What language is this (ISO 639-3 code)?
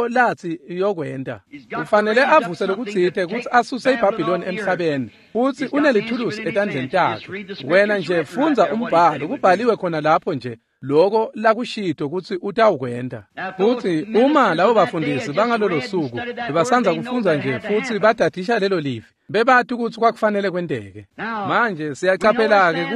ssw